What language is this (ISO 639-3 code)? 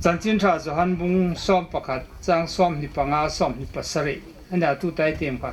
hmr